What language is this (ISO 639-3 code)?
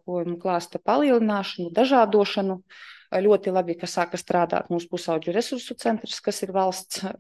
lav